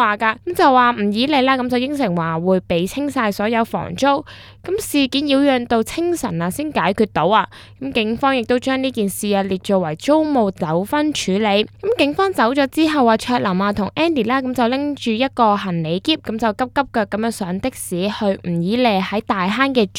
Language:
Cantonese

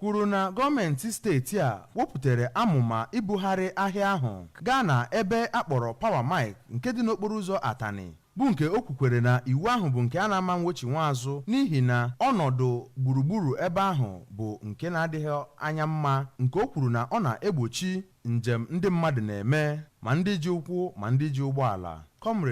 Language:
Igbo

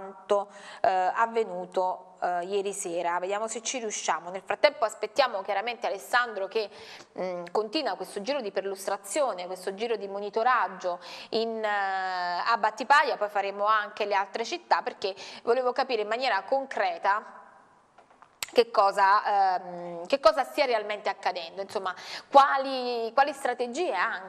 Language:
Italian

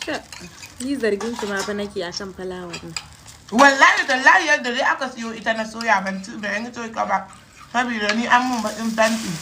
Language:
Hausa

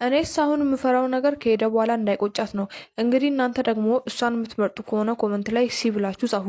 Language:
Amharic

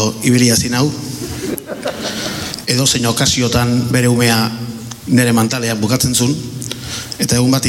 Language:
Basque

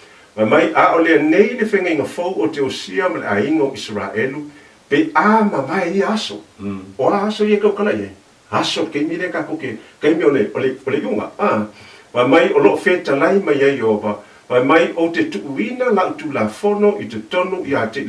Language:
Samoan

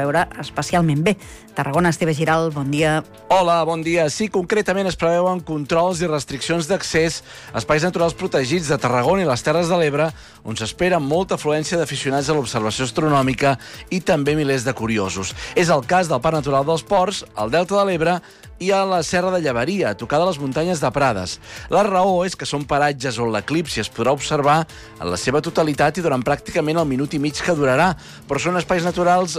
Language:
Catalan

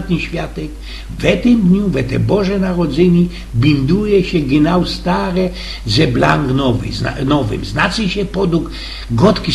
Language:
Silesian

